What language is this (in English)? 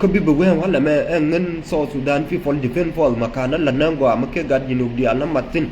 Nuer